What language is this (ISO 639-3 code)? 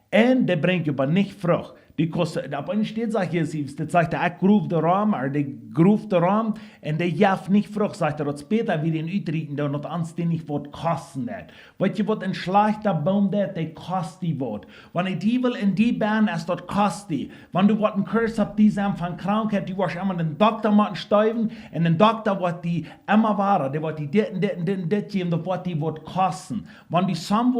pdt